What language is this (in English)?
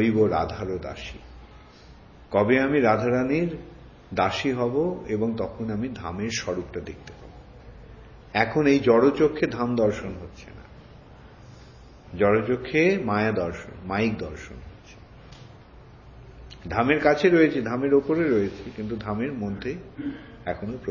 Bangla